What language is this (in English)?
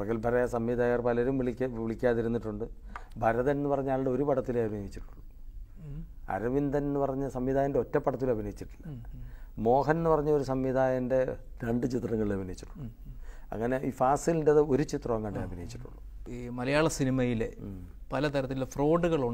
Malayalam